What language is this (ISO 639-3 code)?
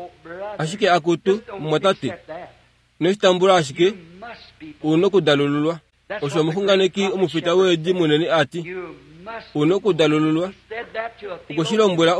kua